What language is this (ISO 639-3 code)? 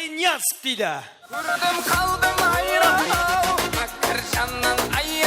kaa